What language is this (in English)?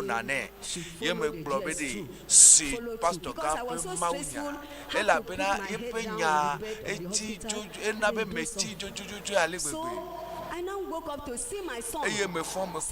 Ewe